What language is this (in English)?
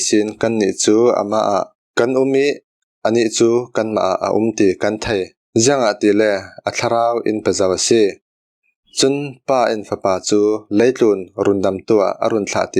Falam Chin